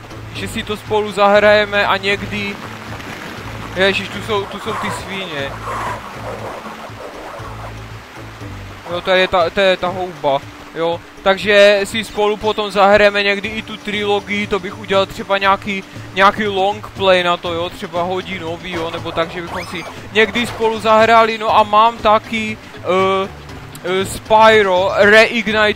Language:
Czech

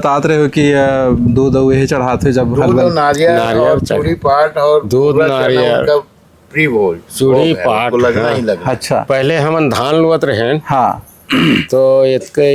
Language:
Chhattisgarhi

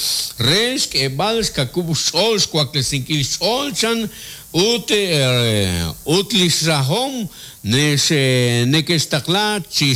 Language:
Kekchí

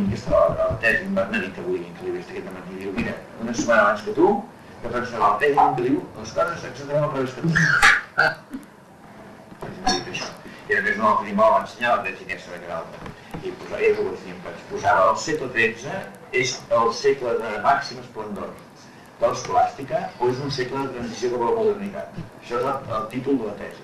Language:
Catalan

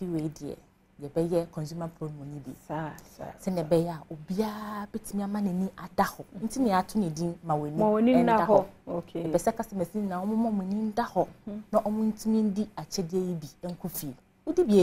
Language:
Akan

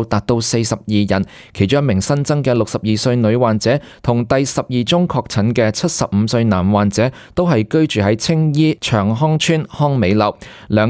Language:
Cantonese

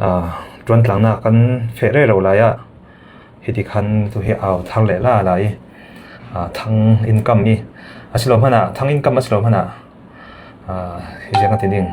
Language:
Falam Chin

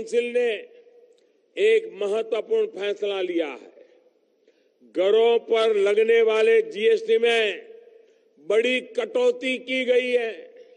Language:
Hindi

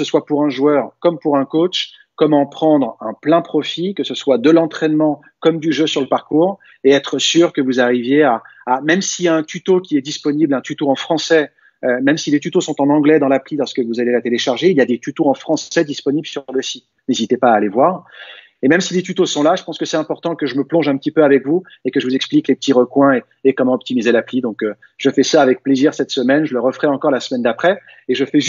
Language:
French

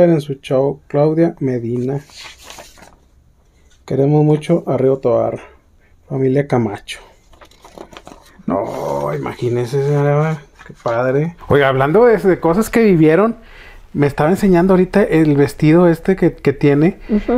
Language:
Spanish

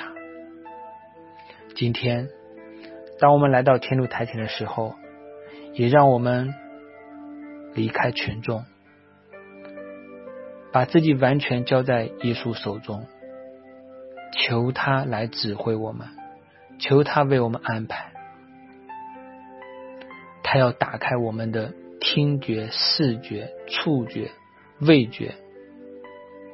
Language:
Chinese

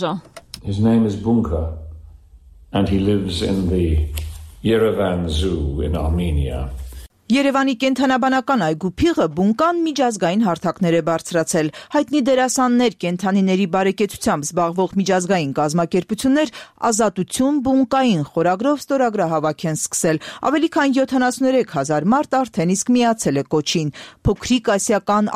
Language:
Armenian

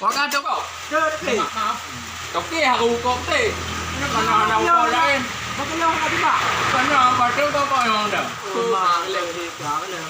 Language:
Achinese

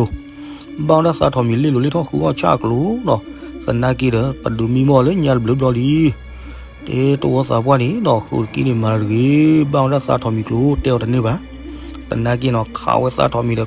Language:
S'gaw Karen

